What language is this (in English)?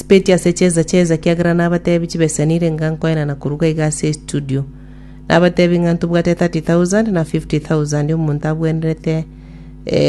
Gusii